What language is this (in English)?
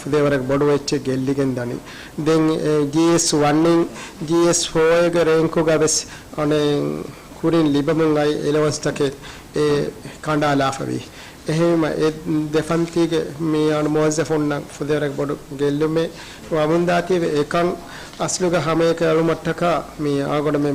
Divehi